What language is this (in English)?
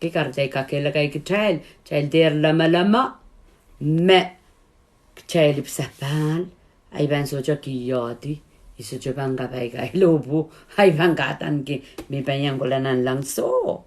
Pohnpeian